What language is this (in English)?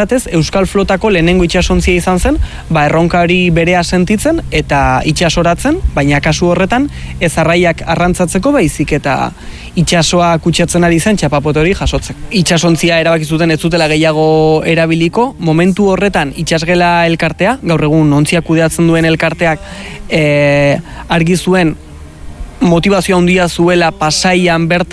Basque